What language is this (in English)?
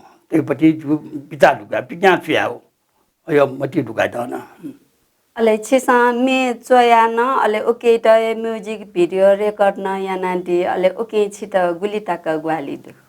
Newari